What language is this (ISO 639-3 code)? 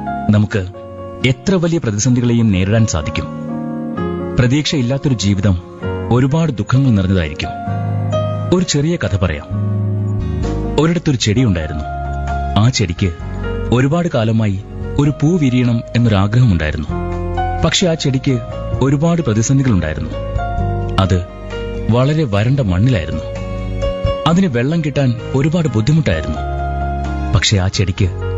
mal